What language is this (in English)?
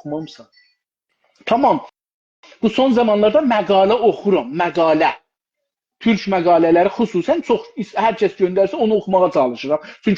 South Azerbaijani